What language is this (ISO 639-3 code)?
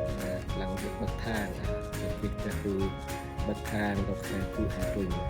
cmo